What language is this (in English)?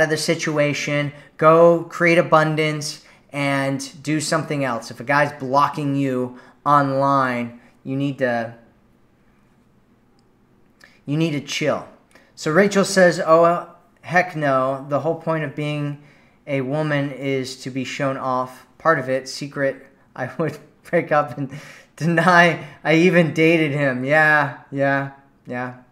English